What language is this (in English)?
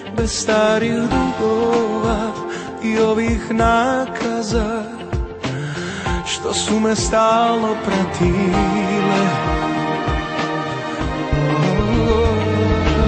Serbian